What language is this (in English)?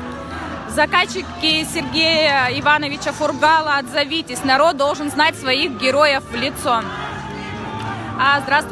Russian